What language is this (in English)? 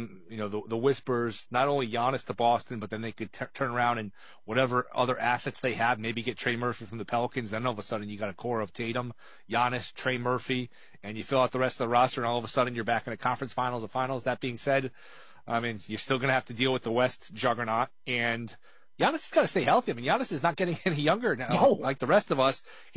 English